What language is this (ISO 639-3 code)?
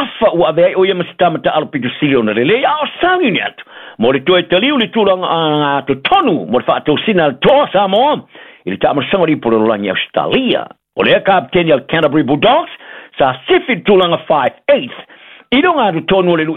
smo